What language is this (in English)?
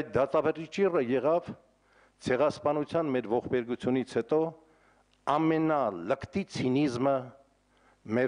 Armenian